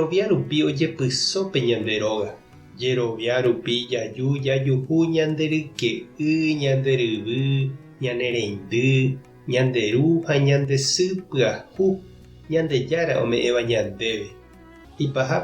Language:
Guarani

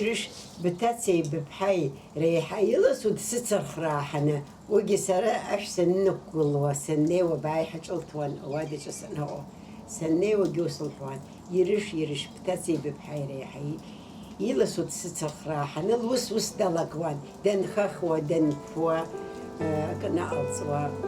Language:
Abkhazian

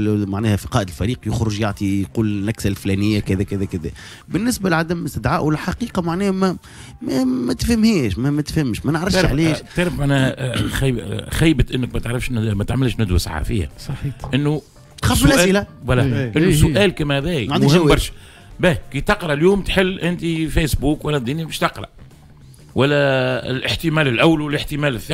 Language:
Tunisian Arabic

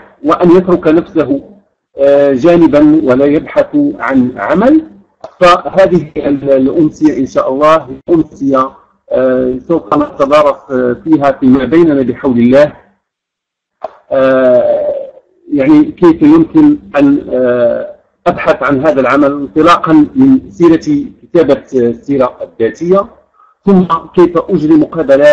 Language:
Arabic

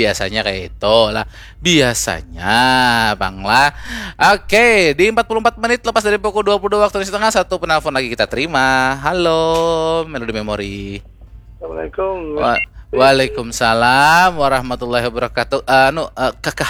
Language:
Banjar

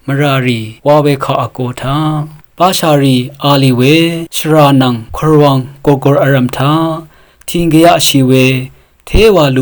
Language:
Rawang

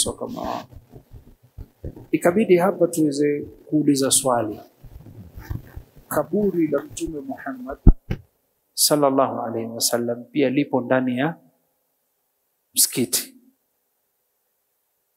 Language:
Swahili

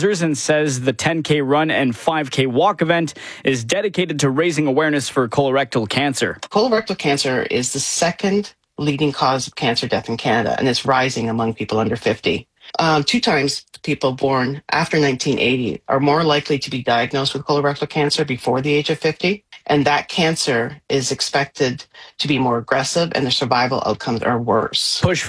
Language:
English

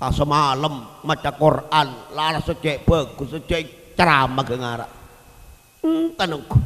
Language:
Madurese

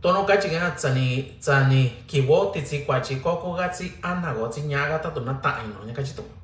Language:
Mixtepec Mixtec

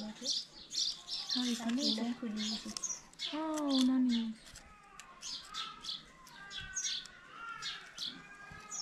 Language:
Gujarati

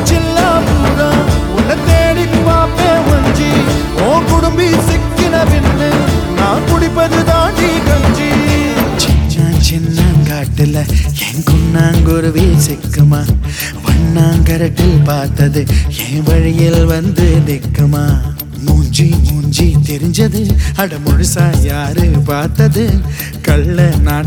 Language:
Tamil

